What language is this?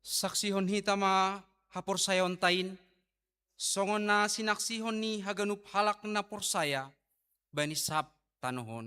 Batak Simalungun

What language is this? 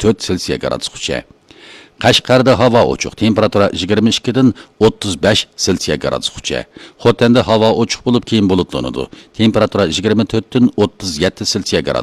Uyghur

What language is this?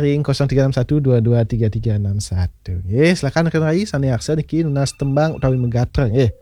Balinese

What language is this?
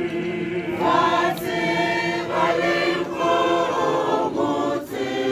Tswana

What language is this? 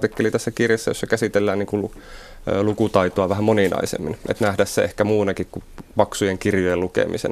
Finnish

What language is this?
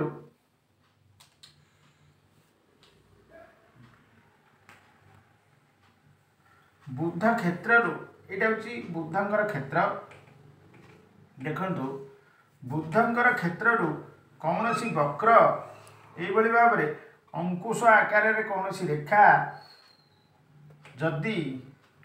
Odia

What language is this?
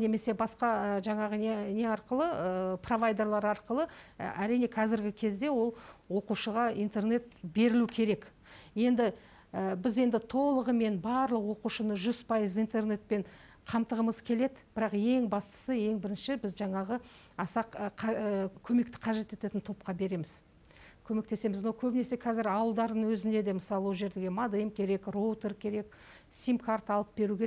Kazakh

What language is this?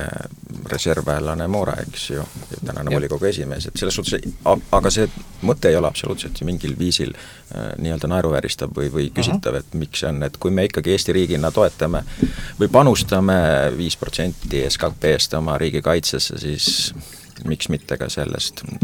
Estonian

